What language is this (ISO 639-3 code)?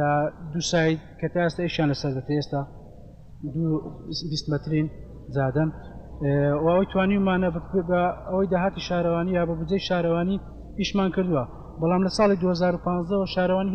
ckb